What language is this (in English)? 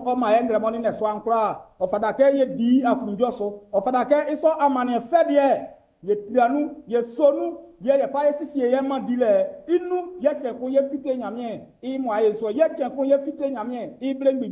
Baoulé